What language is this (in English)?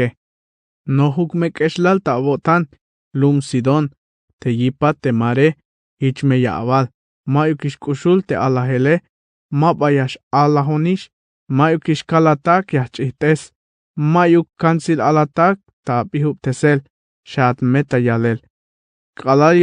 Tzeltal